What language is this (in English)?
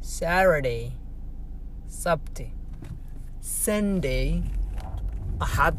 English